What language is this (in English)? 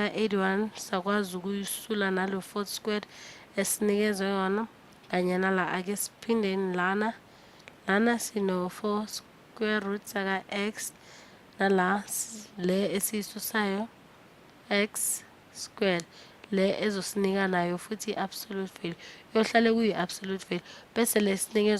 Zulu